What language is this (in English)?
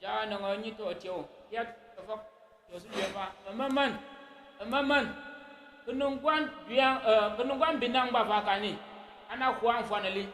Tyap